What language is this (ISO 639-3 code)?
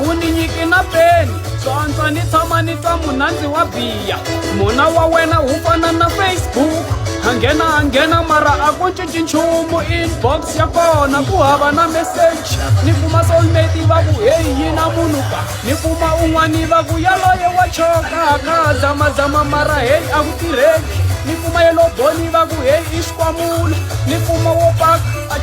tso